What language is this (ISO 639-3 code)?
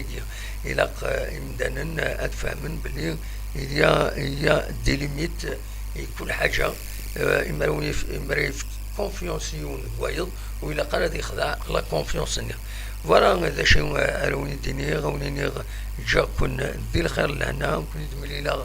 kab